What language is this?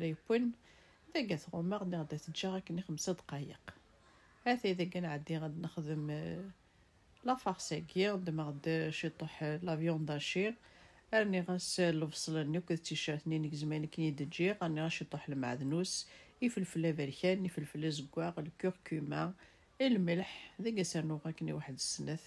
Kabyle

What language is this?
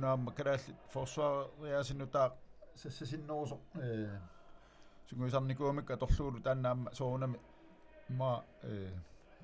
Kalaallisut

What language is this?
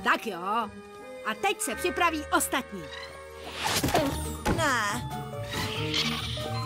Czech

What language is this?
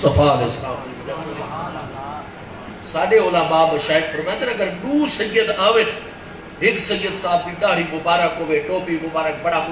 Saraiki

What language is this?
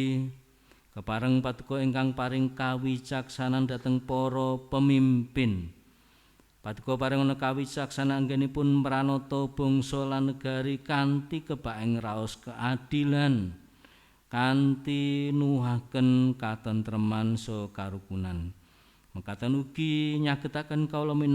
Javanese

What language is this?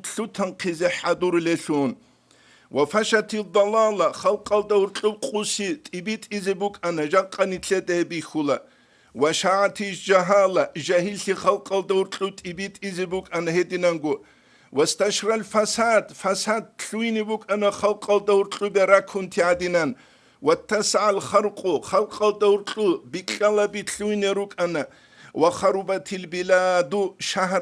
Avaric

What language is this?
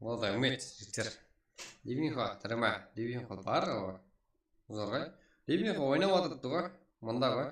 Kara-Kalpak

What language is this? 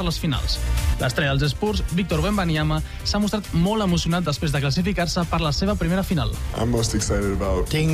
Catalan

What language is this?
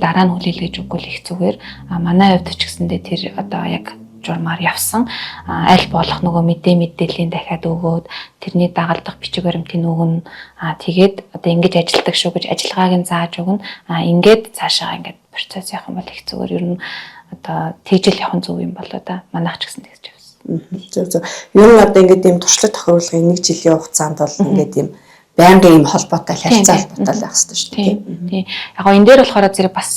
Mongolian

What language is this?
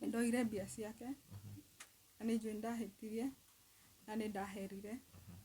Kikuyu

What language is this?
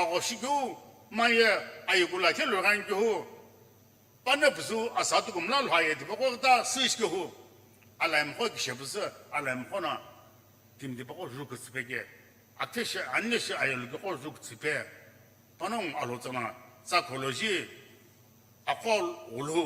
Sumi Naga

